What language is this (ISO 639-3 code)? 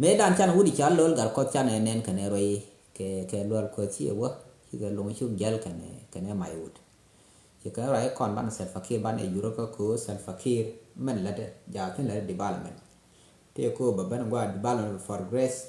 nus